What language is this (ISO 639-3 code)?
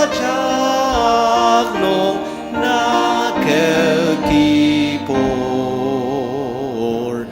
njo